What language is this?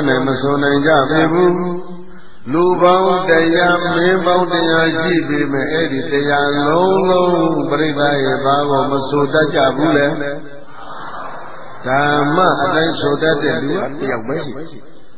Burmese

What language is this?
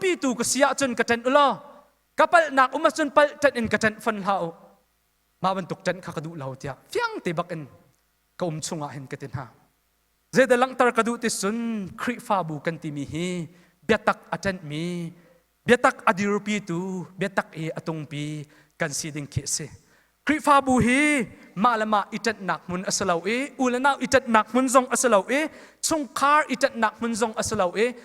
Hakha Chin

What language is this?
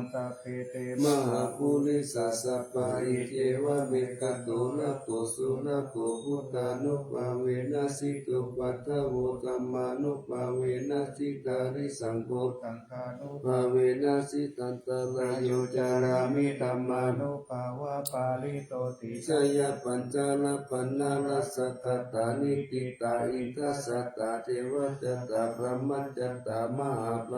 Pali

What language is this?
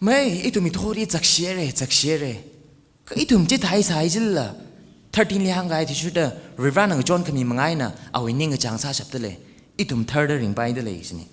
Tangkhul Naga (India)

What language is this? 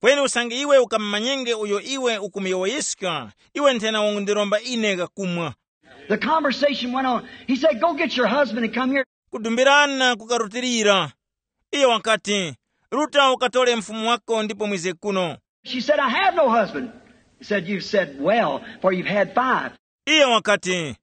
Tumbuka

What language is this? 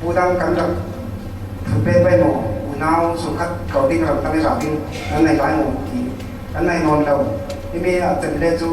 Falam Chin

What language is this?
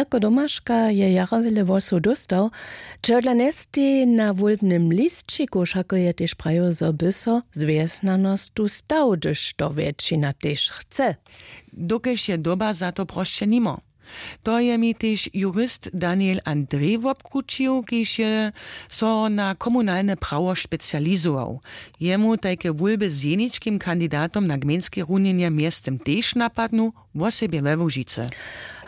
Upper Sorbian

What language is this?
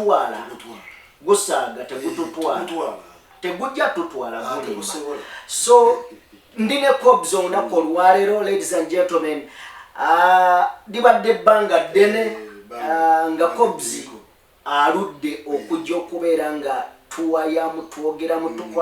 Ganda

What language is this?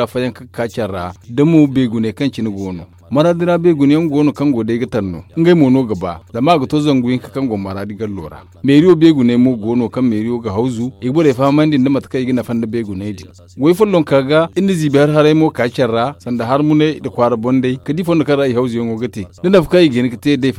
Zarma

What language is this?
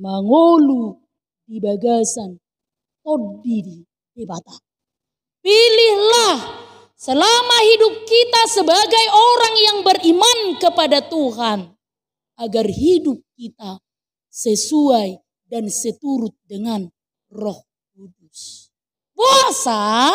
Batak Toba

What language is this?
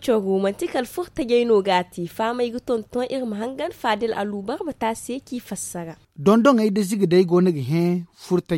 Zarma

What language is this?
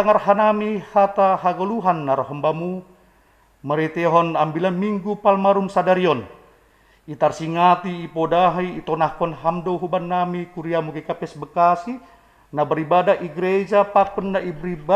Batak Simalungun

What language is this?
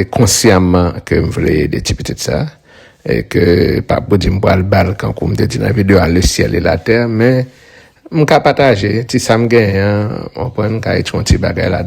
Haitian Creole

